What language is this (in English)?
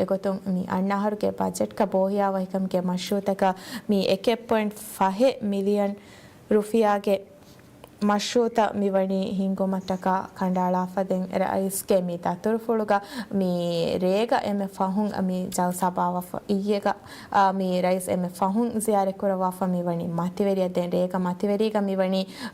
Divehi